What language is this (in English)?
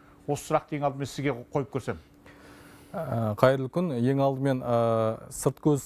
Kazakh